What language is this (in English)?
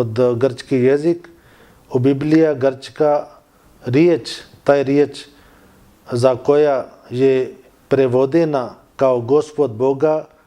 Bosnian